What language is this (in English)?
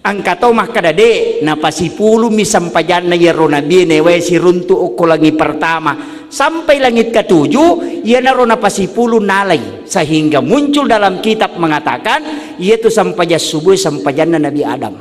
Buginese